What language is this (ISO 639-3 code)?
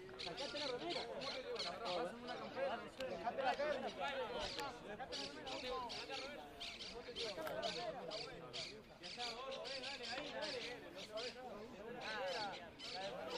spa